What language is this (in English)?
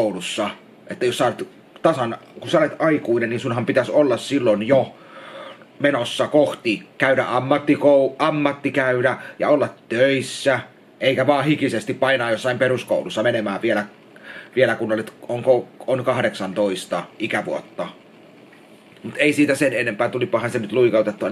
Finnish